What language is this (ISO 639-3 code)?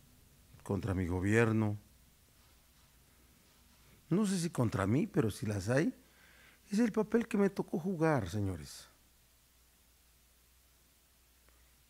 spa